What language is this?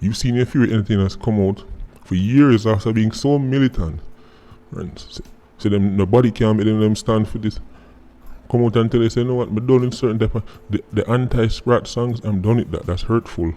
Jamaican Creole English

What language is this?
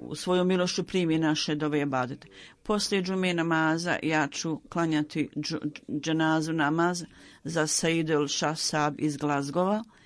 Bosnian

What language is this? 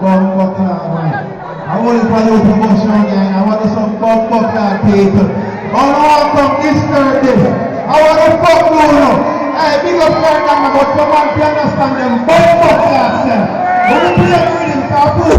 Jamaican Creole English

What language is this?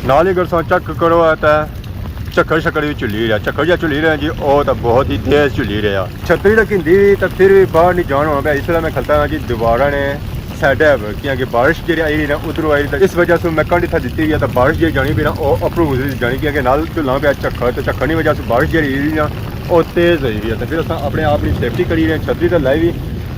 Pahari-Potwari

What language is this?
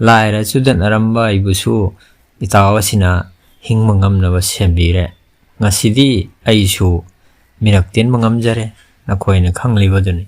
Manipuri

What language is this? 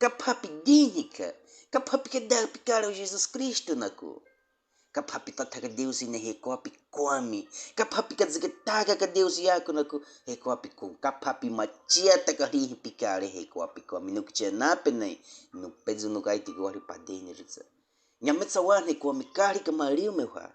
Baniwa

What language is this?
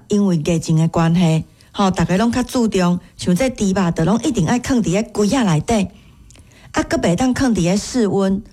Min Nan Chinese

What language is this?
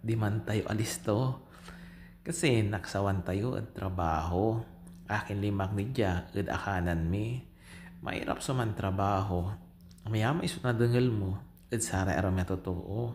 Pangasinan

